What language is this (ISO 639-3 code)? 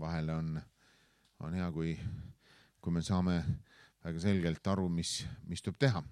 est